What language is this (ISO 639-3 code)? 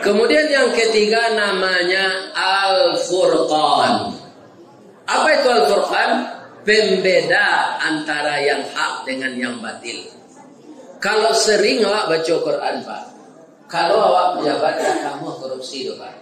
min